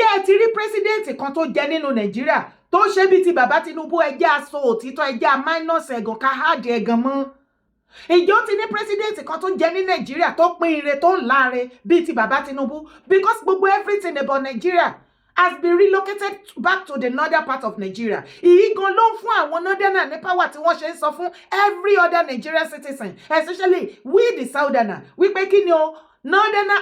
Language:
Yoruba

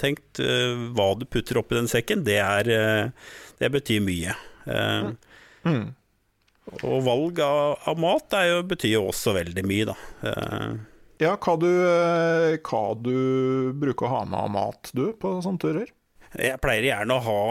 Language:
Norwegian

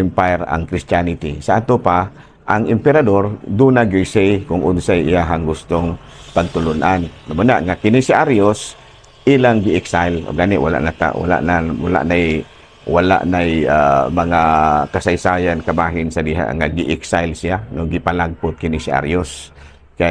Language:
Cebuano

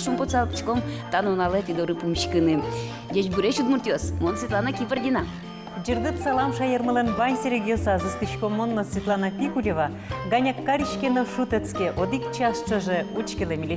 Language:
Udmurt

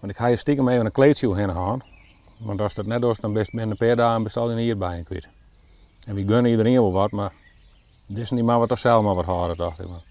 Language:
Western Frisian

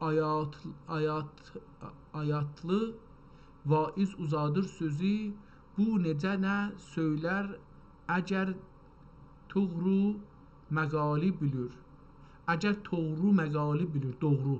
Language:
South Azerbaijani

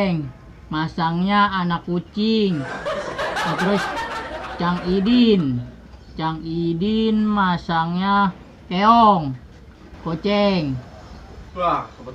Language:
Betawi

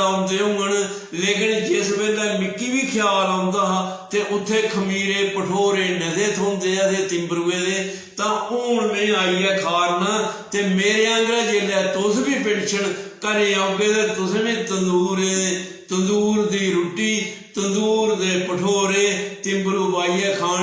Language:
Dogri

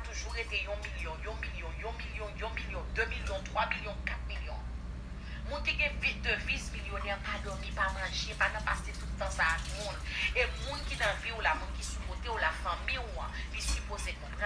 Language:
Haitian Creole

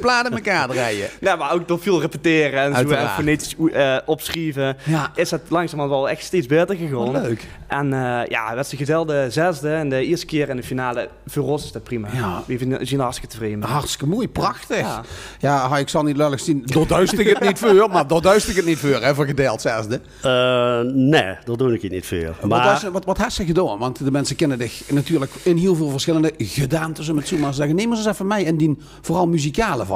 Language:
Limburgish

